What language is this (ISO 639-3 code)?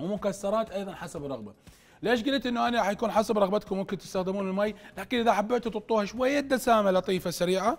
acm